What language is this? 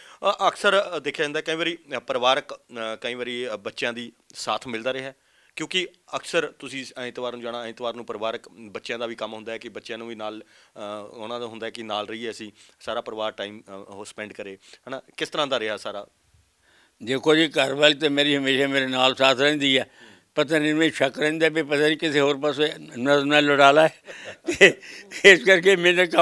Punjabi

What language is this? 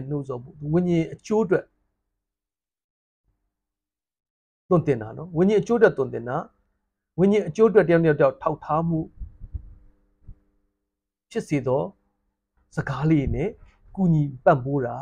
Burmese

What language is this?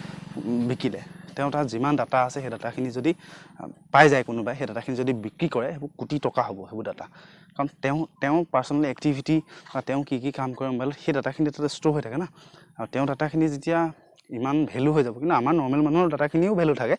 Assamese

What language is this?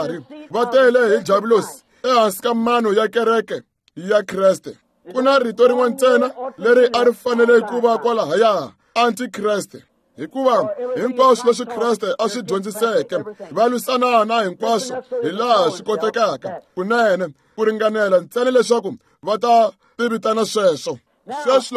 Tsonga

